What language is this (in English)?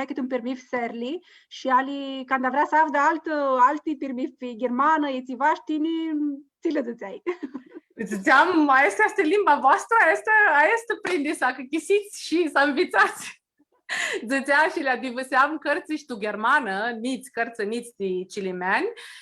Aromanian